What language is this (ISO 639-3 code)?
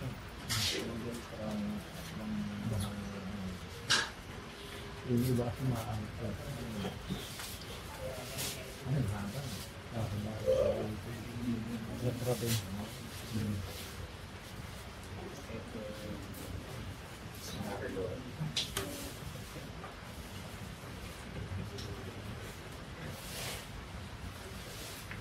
fil